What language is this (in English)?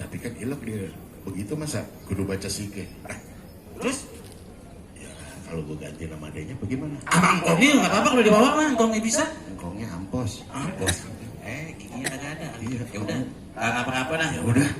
Betawi